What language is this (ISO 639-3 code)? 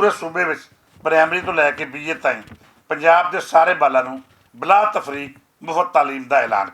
lah